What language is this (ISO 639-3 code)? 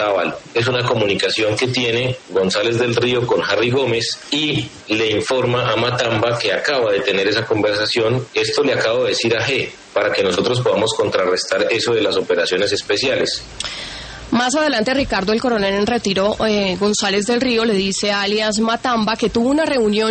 spa